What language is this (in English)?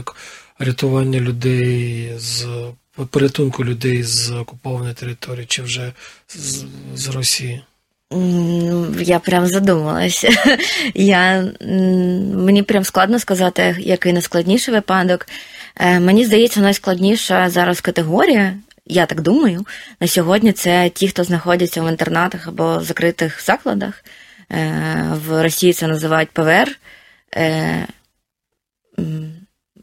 Ukrainian